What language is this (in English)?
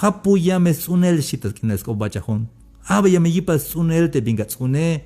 Tzeltal